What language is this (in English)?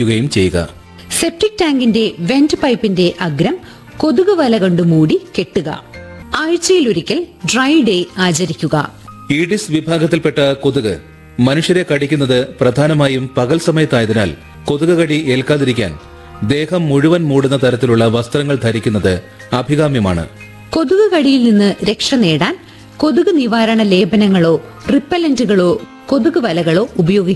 Malayalam